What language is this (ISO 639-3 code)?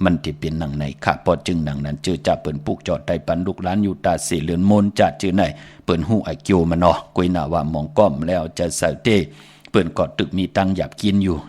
shn